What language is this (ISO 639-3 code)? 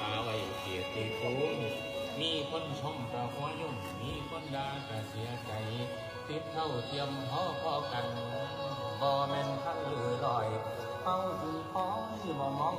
tts